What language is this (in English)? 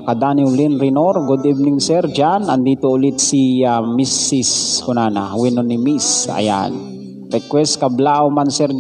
Iloko